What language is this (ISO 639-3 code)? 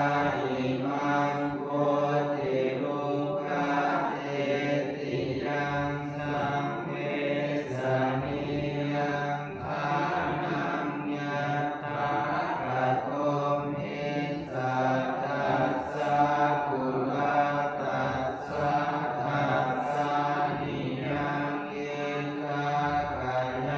pli